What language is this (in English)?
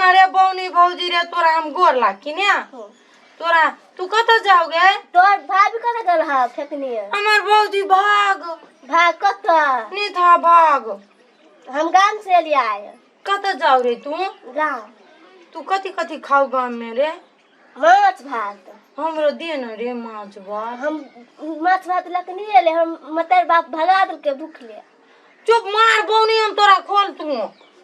Maithili